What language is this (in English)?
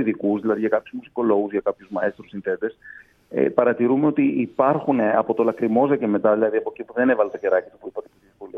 Greek